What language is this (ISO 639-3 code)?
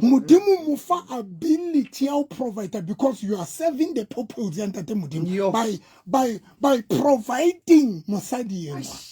sot